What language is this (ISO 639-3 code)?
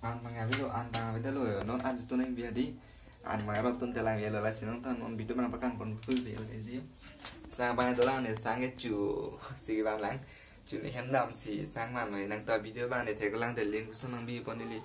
mjw